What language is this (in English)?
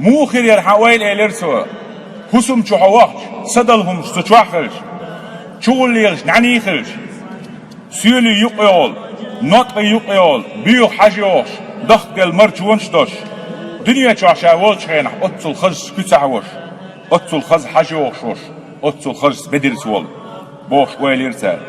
Chechen